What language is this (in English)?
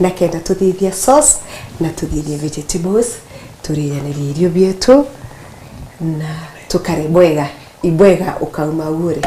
Meru